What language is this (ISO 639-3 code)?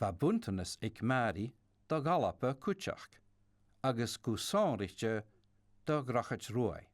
gla